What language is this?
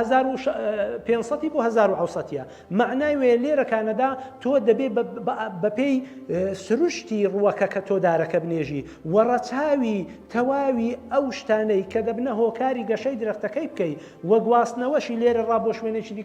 Central Kurdish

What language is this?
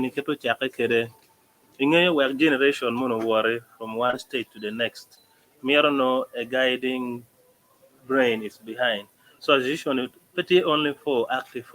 Acoli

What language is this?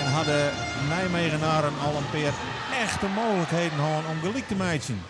Western Frisian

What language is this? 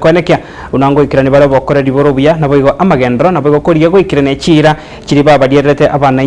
Gusii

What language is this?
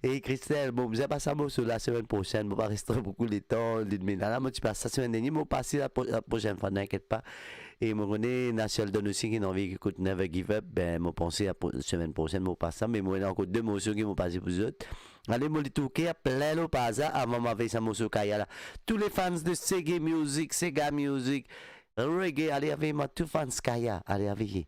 Morisyen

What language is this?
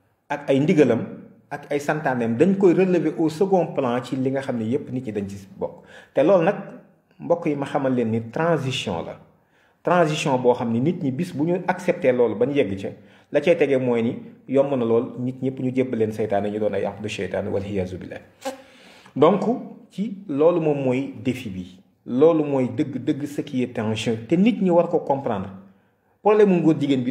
Wolof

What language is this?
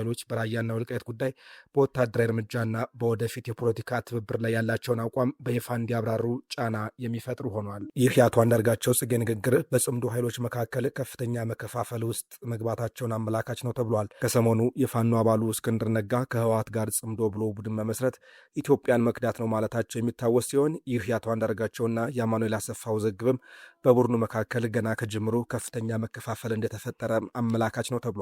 Amharic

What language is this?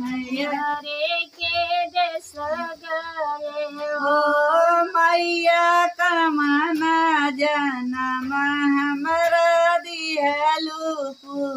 Bhojpuri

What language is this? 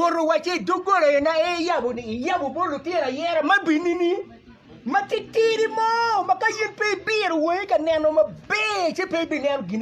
Acoli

